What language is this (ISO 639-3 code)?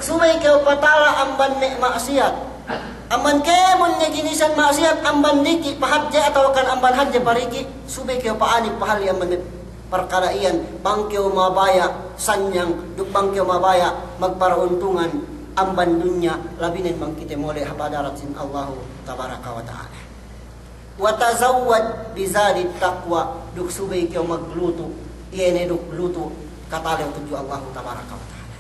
yka